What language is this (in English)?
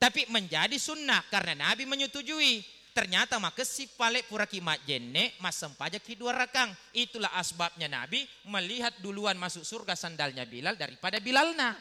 Buginese